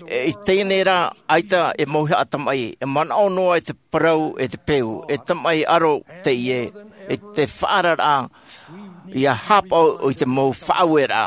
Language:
Tahitian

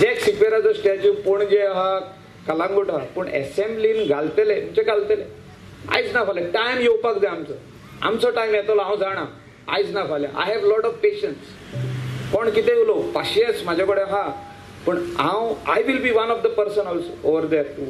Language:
Konkani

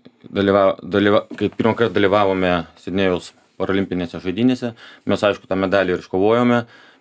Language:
Lithuanian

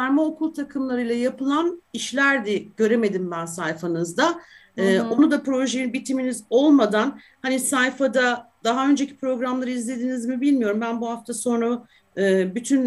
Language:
Turkish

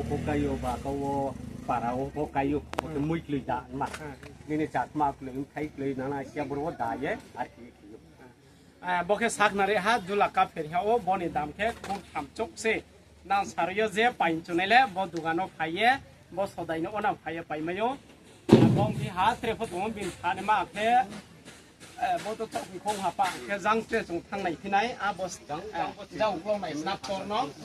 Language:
Riang (India)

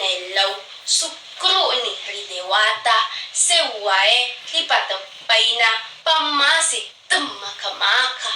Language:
Buginese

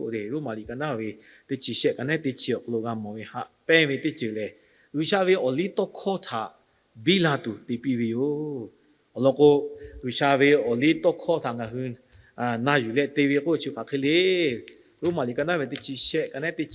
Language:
Lahu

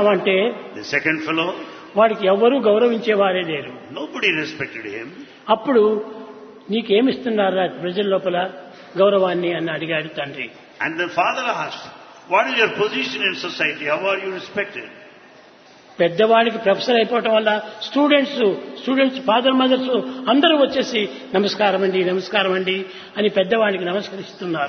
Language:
Telugu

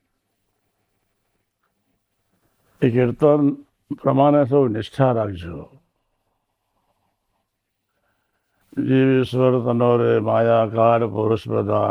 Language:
Gujarati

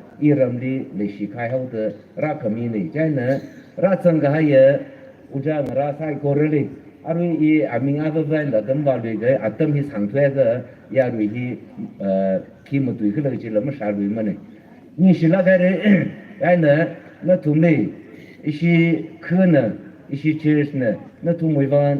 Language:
Tangkhul Naga (India)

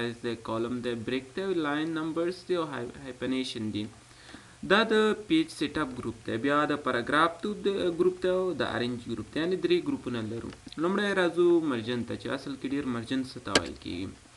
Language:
Pashto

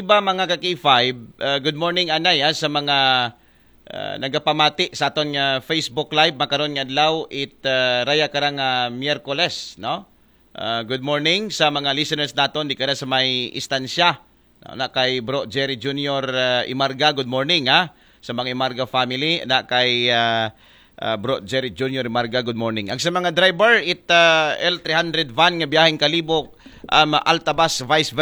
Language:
Aklanon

